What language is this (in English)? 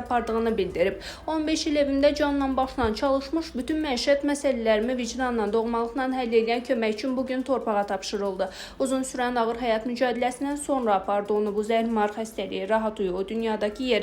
Azerbaijani